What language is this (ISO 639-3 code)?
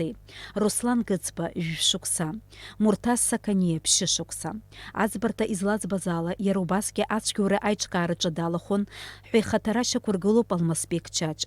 abk